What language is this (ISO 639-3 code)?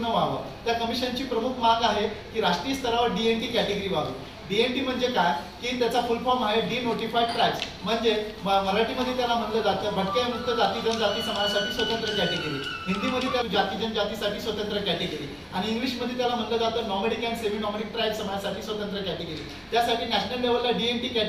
mar